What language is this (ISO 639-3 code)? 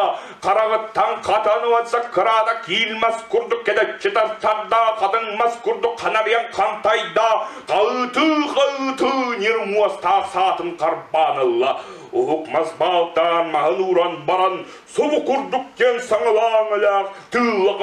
sah